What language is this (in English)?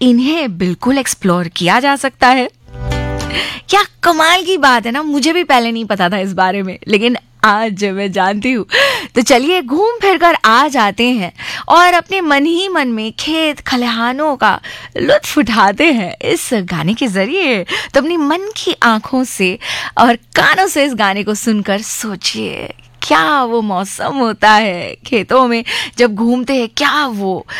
Hindi